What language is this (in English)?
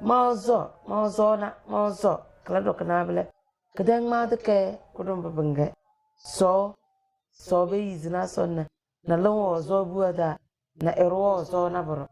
Tem